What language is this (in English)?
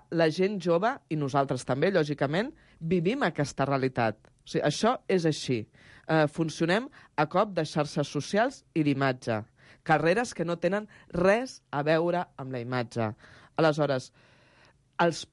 Catalan